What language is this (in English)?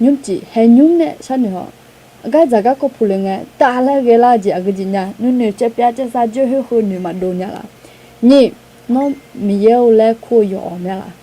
Akha